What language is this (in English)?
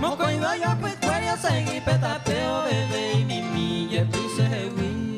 Guarani